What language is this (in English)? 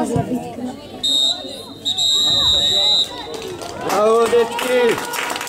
Croatian